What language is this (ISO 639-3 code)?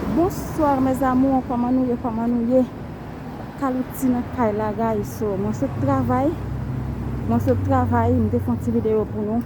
hat